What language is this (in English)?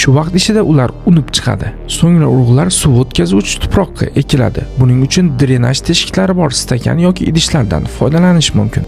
Uzbek